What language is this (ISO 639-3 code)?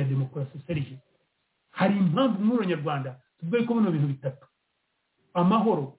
kin